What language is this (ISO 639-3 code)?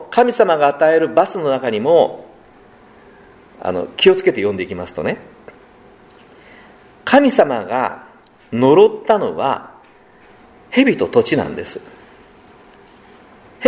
jpn